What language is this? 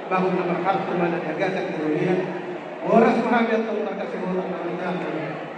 Batak Toba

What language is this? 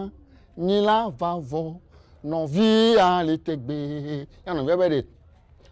Ewe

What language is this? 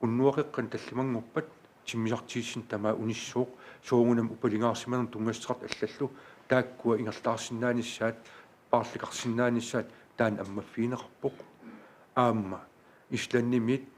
Kalaallisut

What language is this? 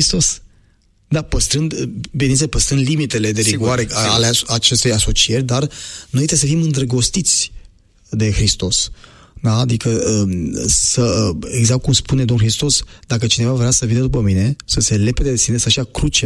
Romanian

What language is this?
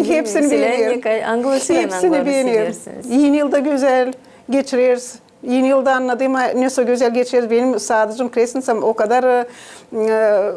Gagauz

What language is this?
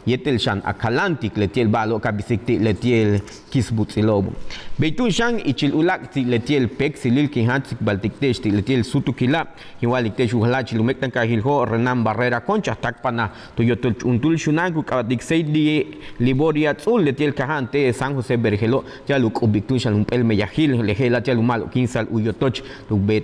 Yucateco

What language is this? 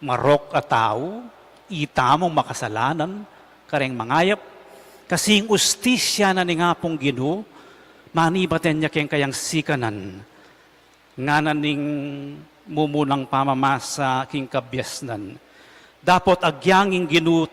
Pampanga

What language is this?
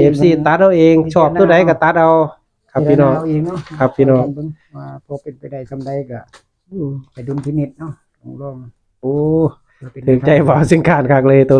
Northeastern Thai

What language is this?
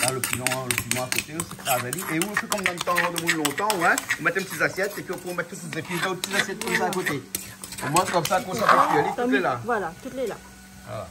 Réunion Creole French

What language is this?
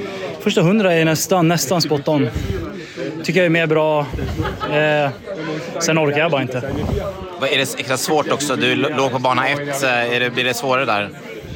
Swedish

